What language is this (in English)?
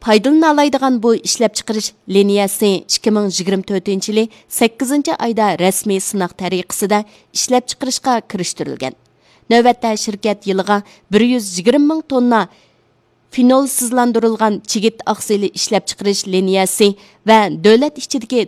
Uyghur